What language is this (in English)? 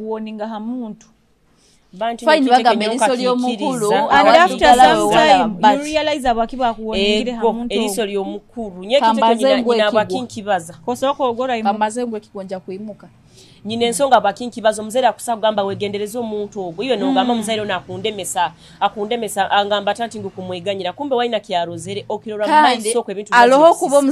Nyoro